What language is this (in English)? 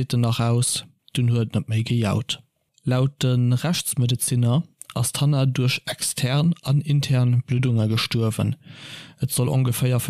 Luxembourgish